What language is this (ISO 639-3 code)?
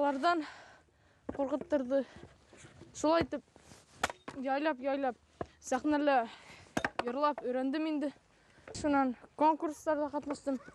bak